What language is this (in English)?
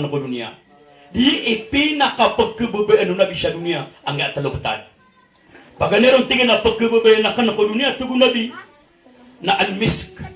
Maranao